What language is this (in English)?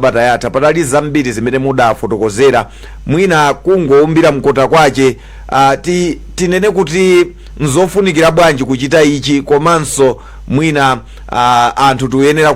Nyanja